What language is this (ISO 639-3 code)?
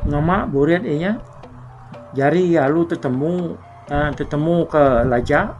iba